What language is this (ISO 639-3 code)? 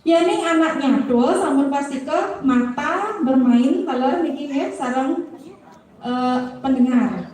ban